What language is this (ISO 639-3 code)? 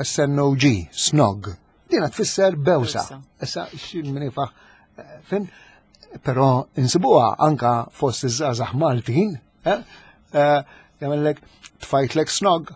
mlt